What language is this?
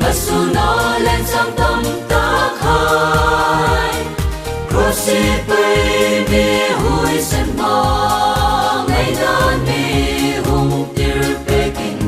Hmar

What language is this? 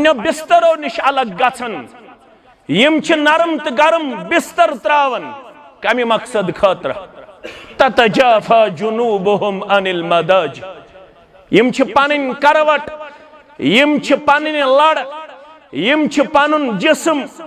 Kashmiri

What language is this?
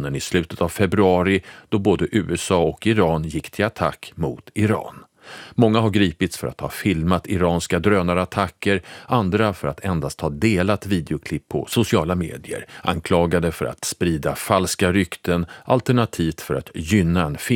Swedish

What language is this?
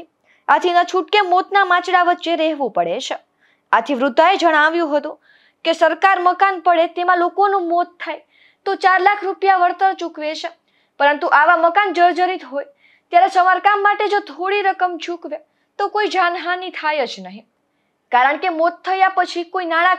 Gujarati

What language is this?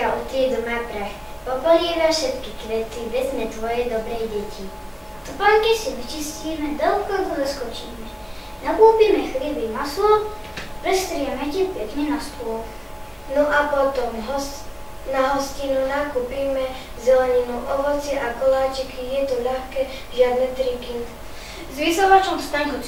Slovak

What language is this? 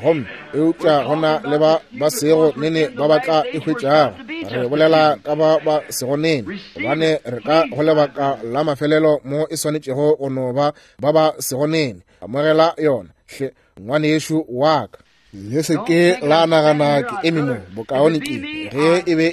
Northern Sotho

